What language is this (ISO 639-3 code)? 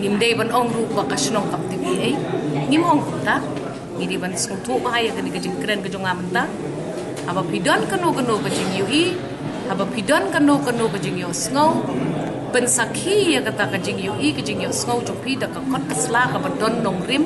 kha